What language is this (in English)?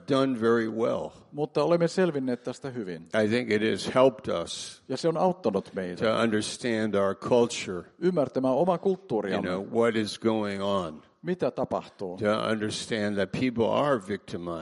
Finnish